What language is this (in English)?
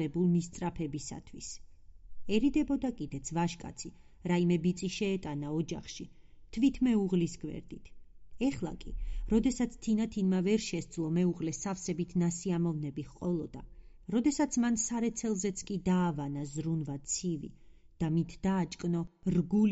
Georgian